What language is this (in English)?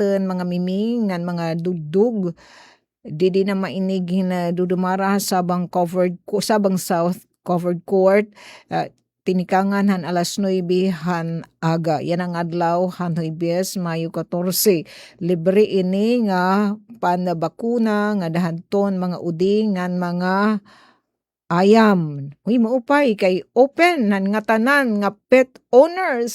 Waray